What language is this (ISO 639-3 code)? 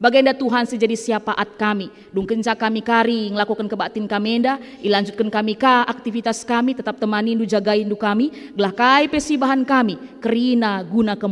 btx